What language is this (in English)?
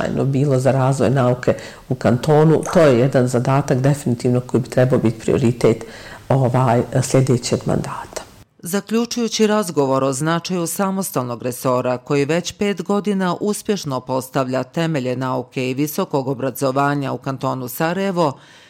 Bosnian